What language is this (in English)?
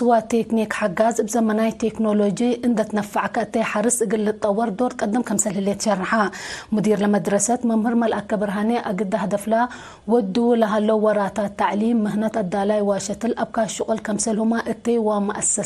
Tigre